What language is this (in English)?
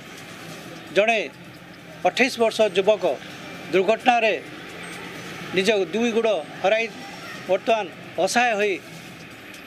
Odia